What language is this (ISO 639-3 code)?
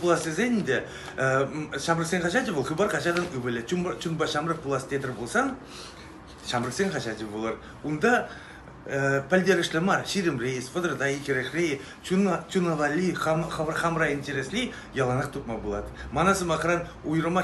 chv